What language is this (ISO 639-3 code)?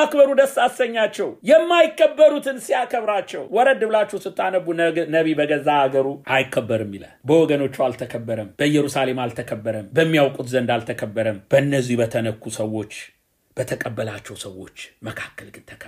amh